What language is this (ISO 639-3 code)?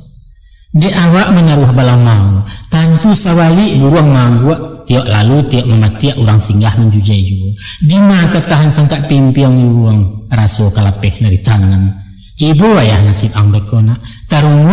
min